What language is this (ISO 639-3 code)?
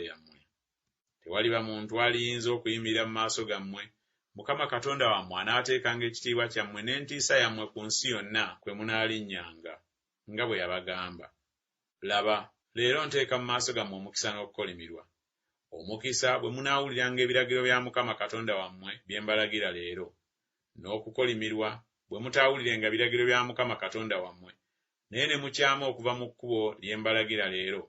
lug